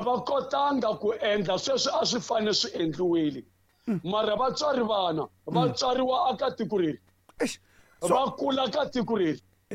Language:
Tsonga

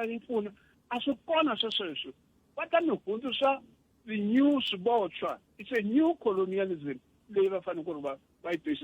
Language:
Tsonga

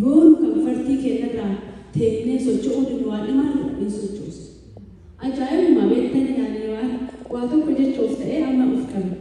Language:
Oromo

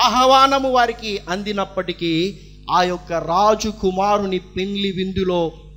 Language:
Telugu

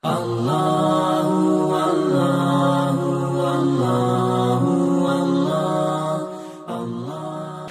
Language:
Musi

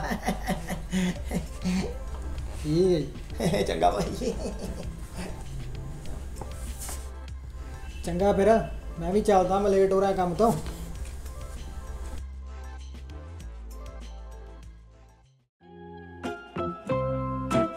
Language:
Punjabi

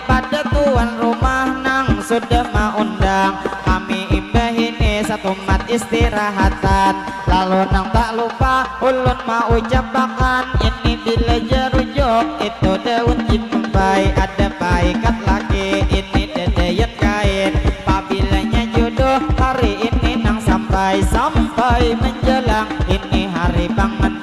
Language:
Banjar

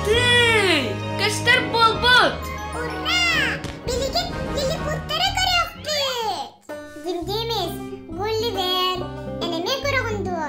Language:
Yakut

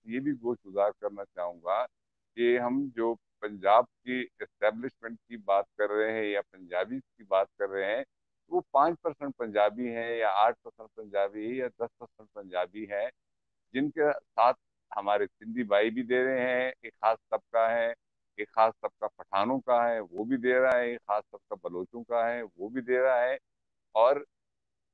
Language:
Urdu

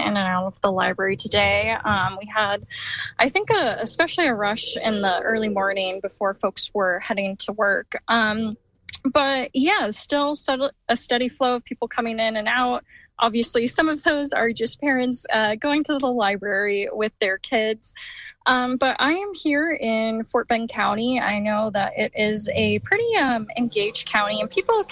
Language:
English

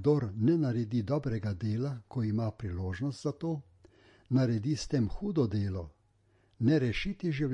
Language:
Slovenian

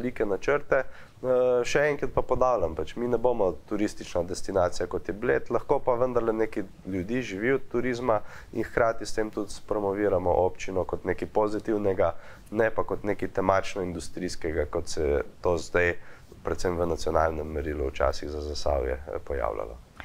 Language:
Slovenian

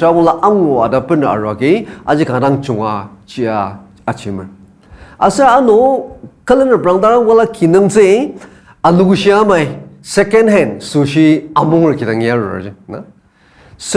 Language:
Ao Naga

